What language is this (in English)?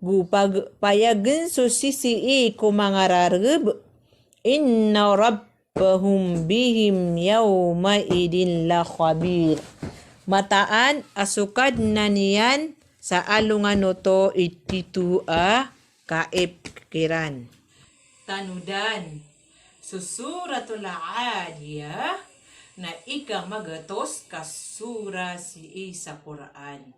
Maranao